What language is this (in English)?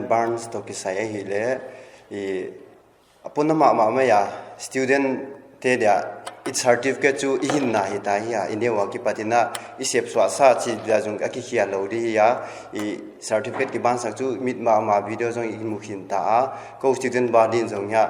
Paite Chin